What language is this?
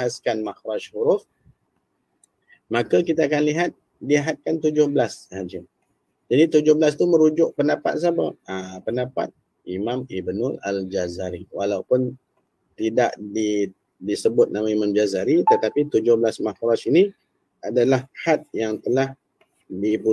Malay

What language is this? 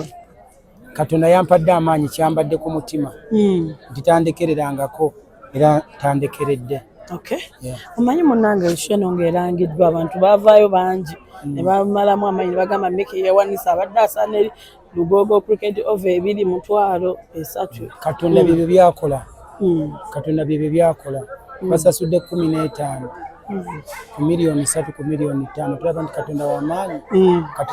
Ganda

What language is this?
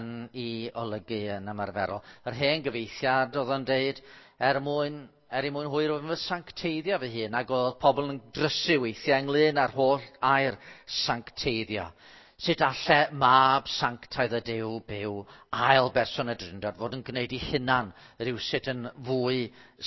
Welsh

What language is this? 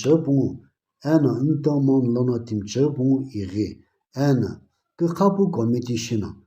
Sumi Naga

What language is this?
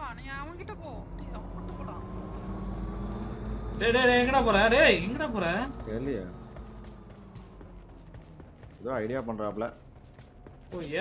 Tamil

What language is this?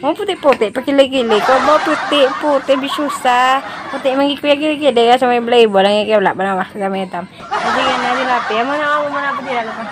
Hiligaynon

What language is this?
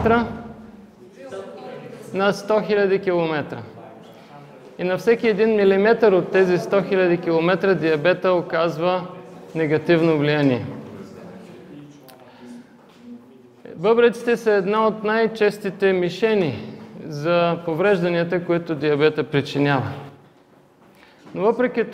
Bulgarian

